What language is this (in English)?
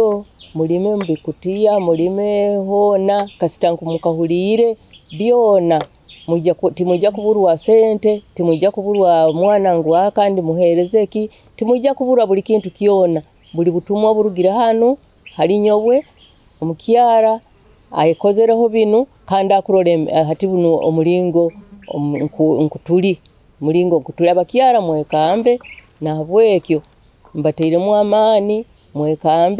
Nyoro